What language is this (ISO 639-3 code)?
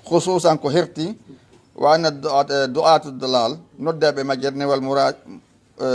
ful